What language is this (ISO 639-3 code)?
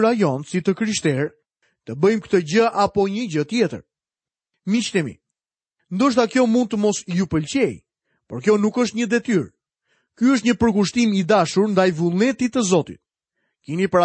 sqi